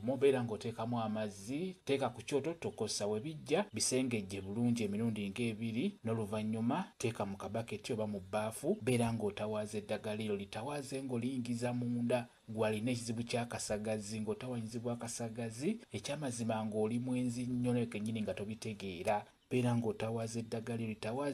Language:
Ganda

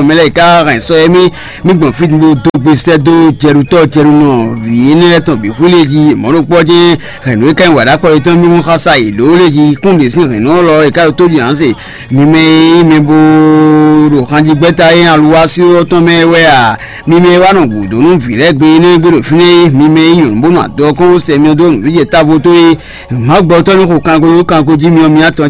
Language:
Fon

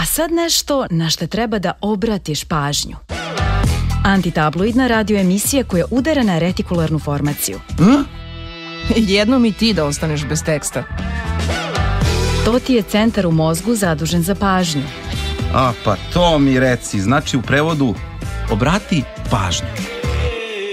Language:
Serbian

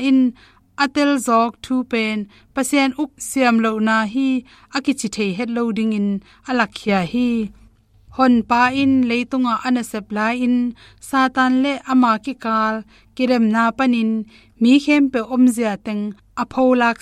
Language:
Tedim Chin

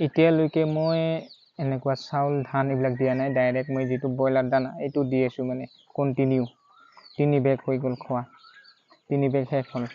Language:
Assamese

